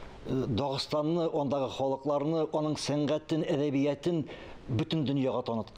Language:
Tatar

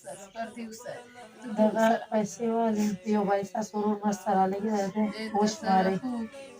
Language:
Pashto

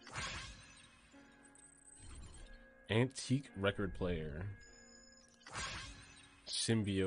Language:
English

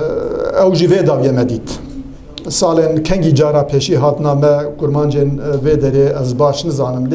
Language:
Kurdish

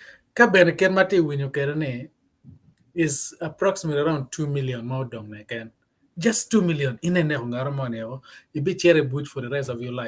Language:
Acoli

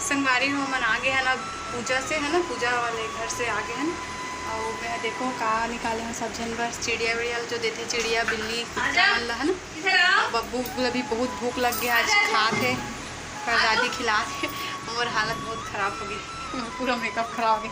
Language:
Chhattisgarhi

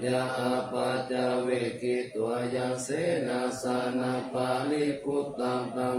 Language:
Pali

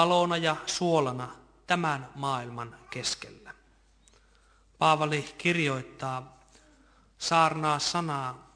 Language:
Finnish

